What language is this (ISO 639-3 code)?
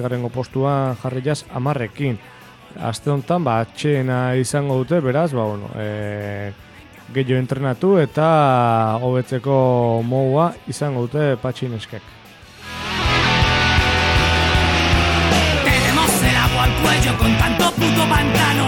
eus